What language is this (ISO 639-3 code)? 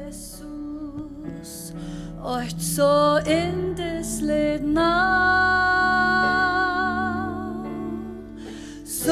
fao